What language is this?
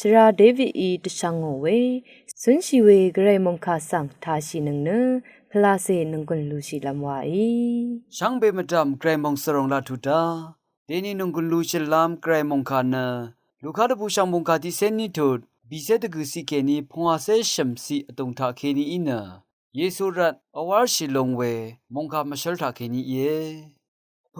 Rawang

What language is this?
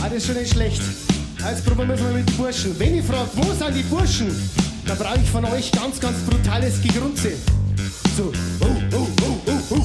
Bavarian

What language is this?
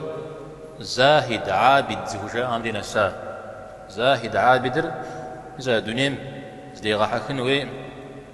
Kabardian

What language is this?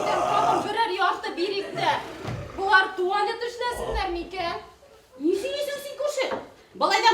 Bashkir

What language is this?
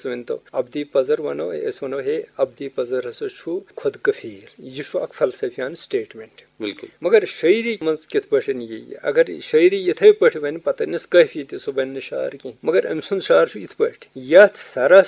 Kashmiri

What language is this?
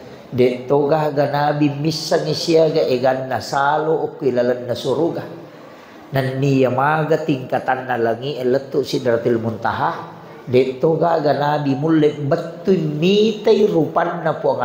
Buginese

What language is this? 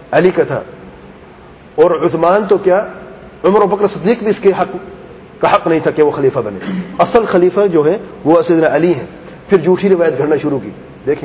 Urdu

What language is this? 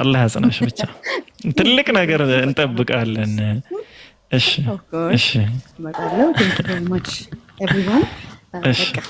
Amharic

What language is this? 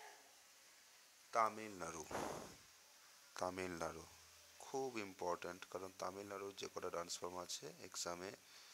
Bangla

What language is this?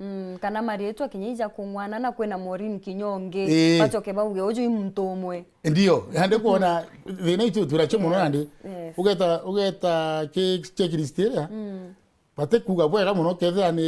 Meru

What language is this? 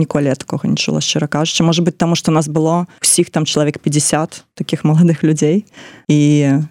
Belarusian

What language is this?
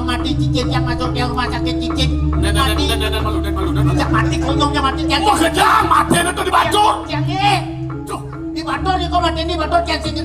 Balinese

